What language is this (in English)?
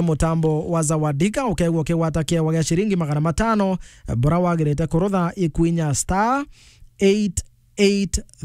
Meru